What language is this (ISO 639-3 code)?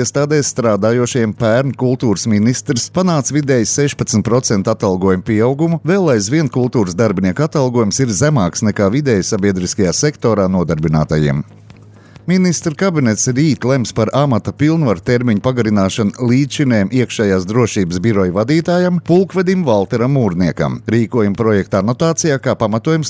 lav